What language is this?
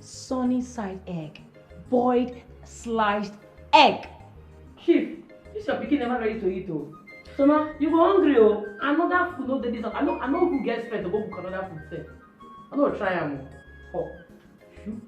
Nigerian Pidgin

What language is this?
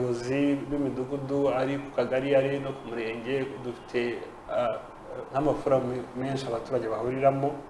Kinyarwanda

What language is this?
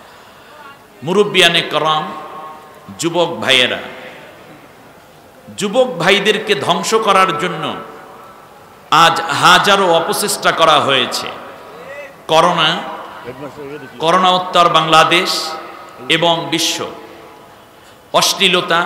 Bangla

